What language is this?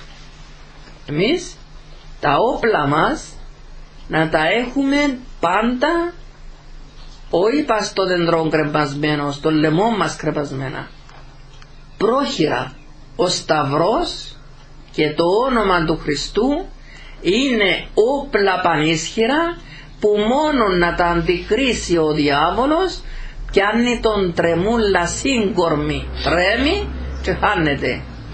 Greek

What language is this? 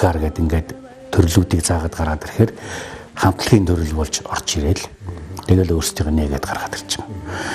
Mongolian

